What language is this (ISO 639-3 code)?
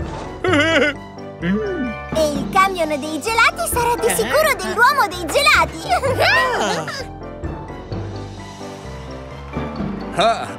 ita